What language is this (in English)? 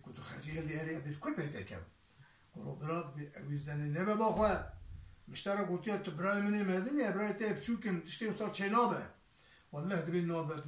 Kurdish